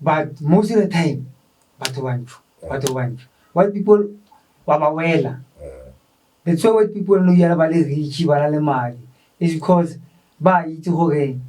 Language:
Tswana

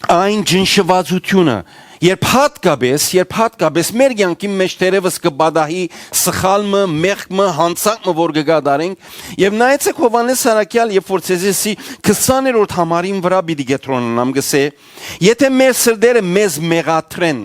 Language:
Western Armenian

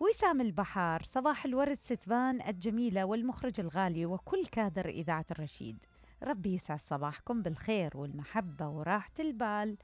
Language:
Mesopotamian Arabic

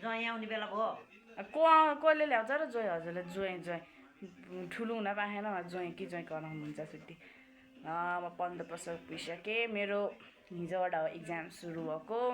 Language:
Nepali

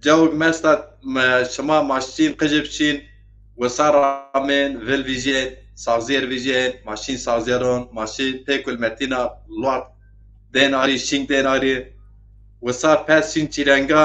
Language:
Zaza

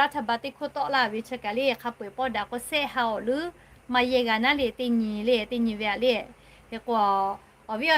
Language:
Lahu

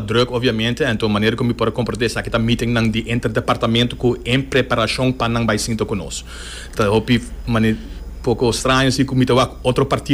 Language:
Papiamento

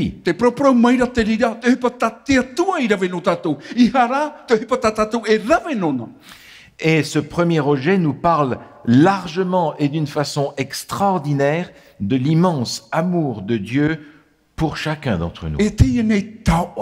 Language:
Tahitian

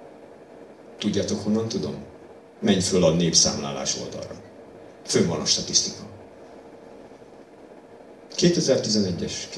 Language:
Hungarian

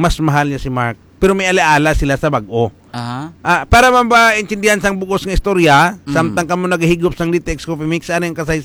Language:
Hiligaynon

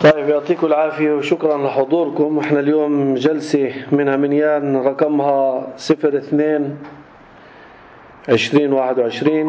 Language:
North Levantine Arabic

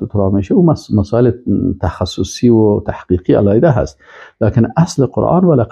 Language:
Persian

